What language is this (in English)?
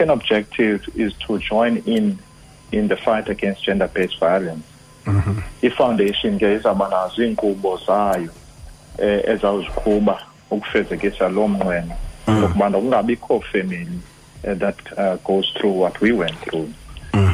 Xhosa